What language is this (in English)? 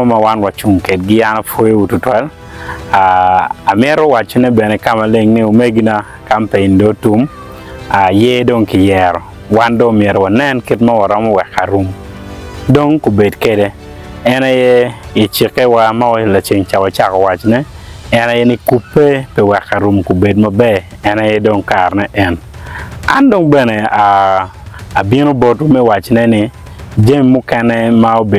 Acoli